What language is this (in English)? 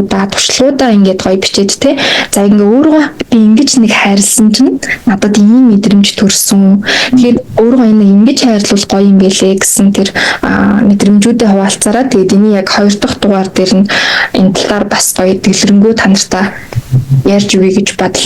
Mongolian